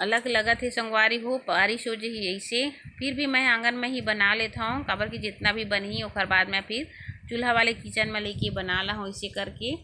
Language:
Chhattisgarhi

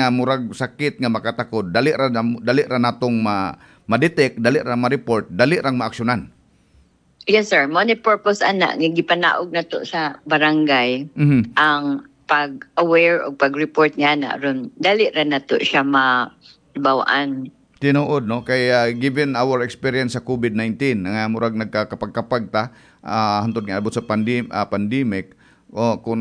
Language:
Cebuano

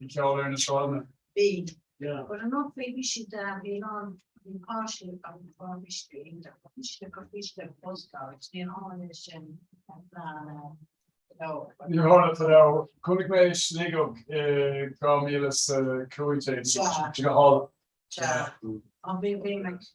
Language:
Irish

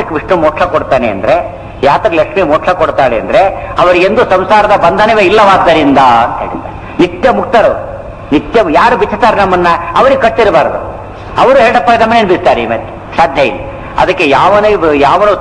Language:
Kannada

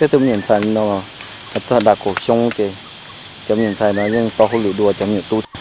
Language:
Hmong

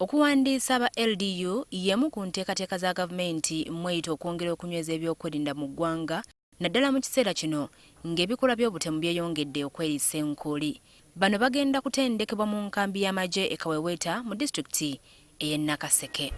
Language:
Ganda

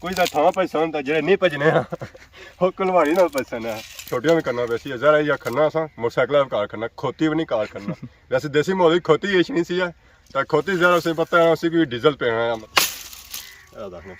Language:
Pahari-Potwari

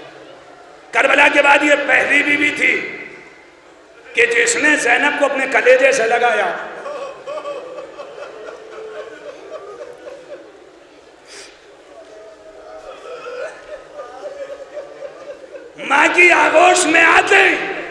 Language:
Urdu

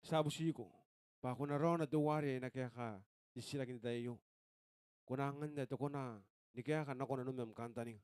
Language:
Gilbertese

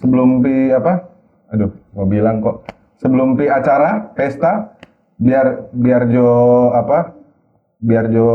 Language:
Manado Malay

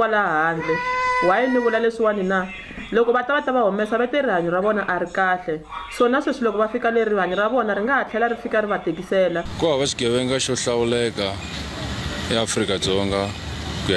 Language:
Tsonga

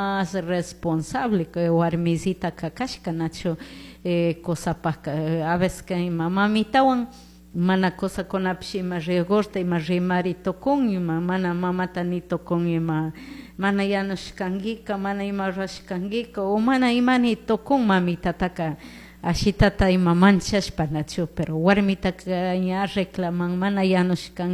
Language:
Chimborazo Highland Quichua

